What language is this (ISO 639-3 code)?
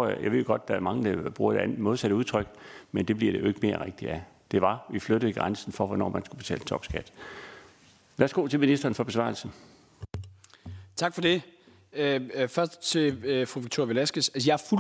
dan